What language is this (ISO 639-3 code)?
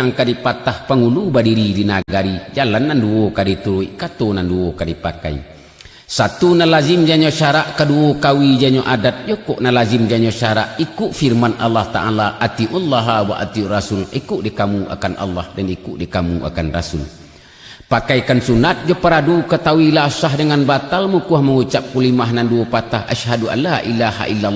min